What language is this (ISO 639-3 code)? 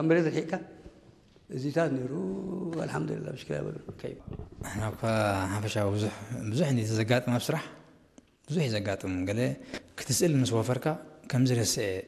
tir